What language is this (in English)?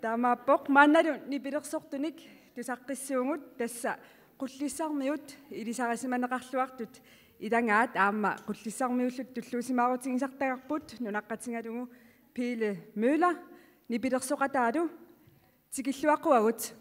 Kalaallisut